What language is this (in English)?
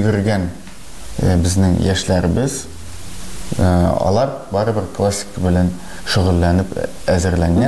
Tatar